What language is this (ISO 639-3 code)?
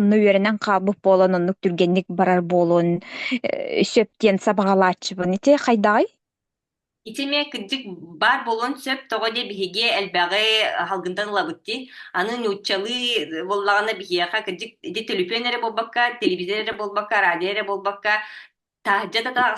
sah